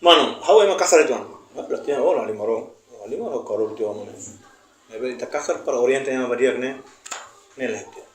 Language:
Tetum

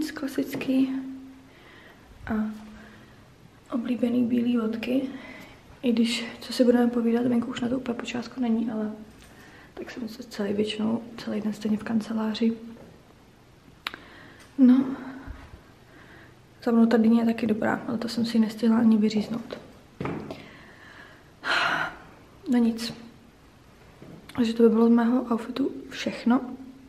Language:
Czech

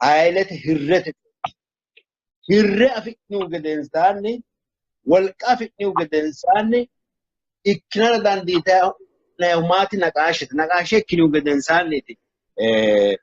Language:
Sidamo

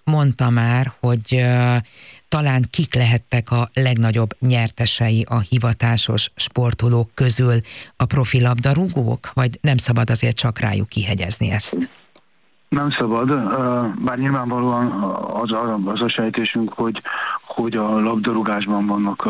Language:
Hungarian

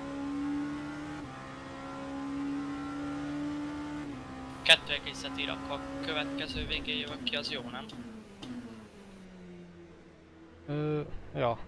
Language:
Hungarian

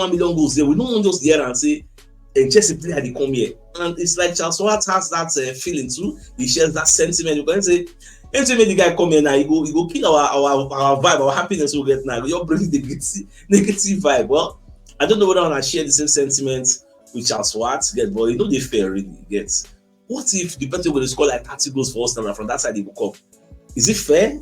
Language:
Nigerian Pidgin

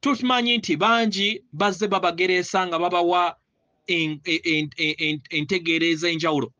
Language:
Ganda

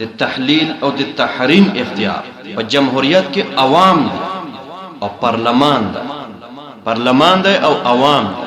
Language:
Pashto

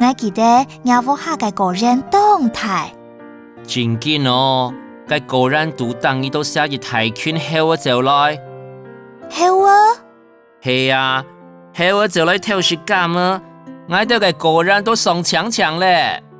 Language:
Hakka Chinese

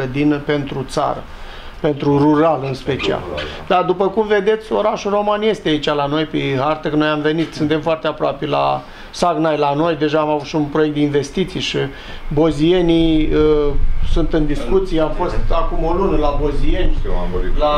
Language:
Romanian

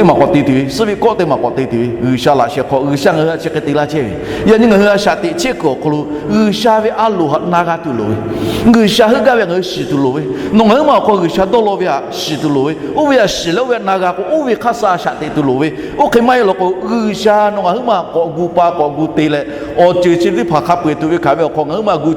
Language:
Lahu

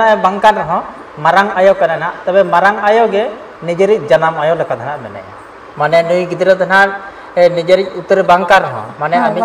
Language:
Santali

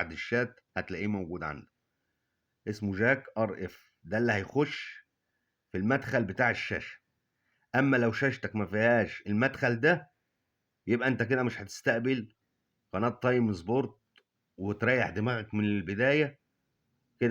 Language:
Egyptian Arabic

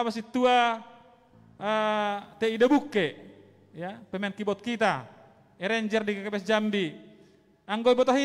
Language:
Batak Simalungun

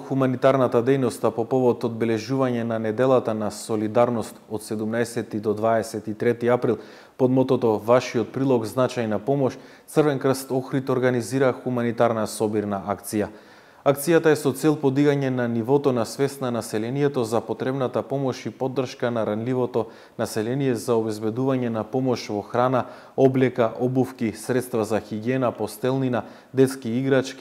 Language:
Macedonian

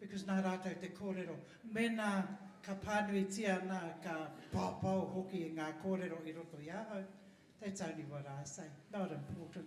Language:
Māori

